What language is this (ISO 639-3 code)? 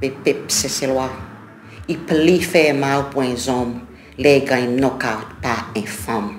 crs